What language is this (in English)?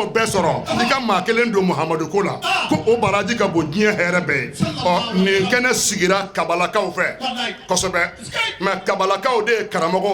Bambara